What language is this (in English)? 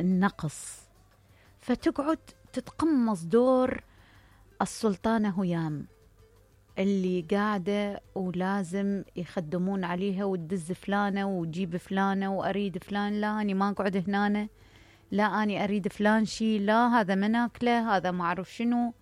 Mesopotamian Arabic